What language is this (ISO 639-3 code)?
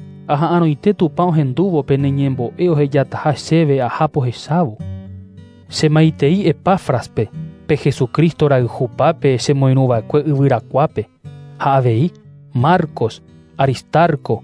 grn